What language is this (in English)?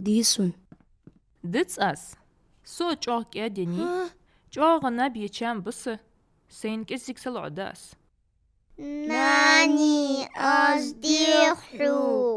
Ingush